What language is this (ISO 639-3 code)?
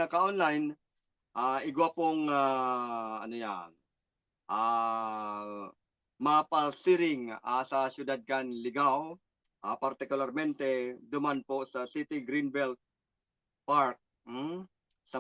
bik